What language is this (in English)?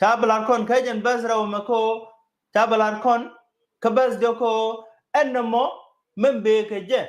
Nuer